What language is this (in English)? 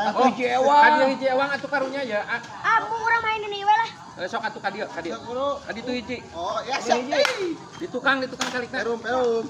Sundanese